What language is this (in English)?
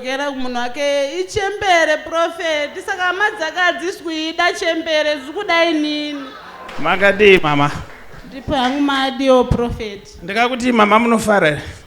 Shona